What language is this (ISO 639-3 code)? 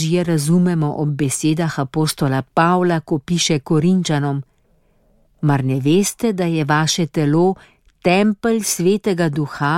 slv